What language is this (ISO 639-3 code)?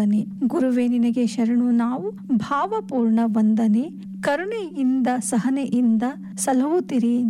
kan